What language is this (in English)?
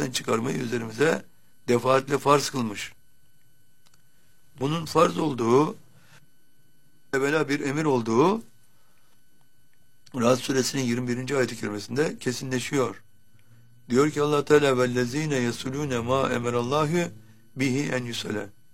Turkish